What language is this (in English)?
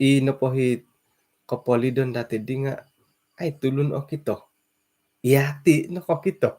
Central Dusun